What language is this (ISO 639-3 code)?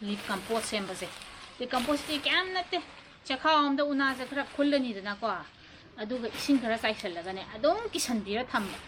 mni